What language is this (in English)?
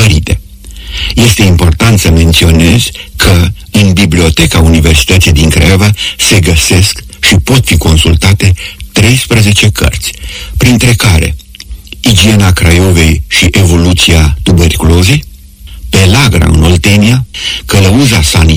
Romanian